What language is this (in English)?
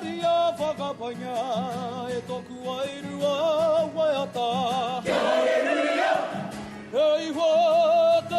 Māori